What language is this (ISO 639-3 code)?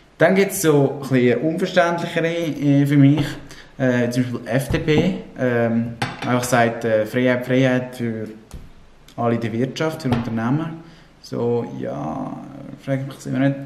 gsw